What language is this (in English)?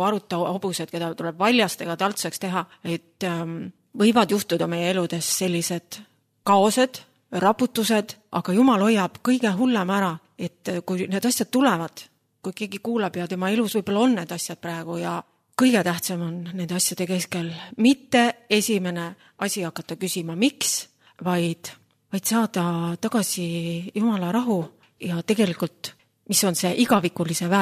Estonian